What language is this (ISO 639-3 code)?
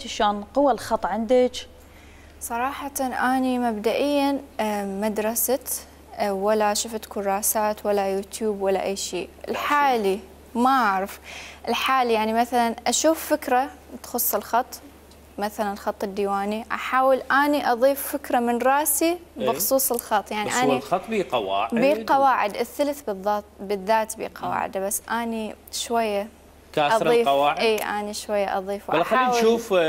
acm